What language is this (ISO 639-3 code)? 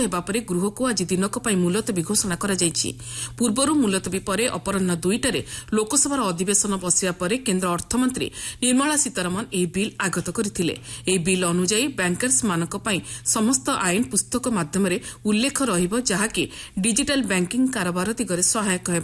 ori